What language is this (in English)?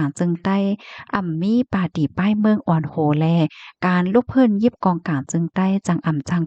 Shan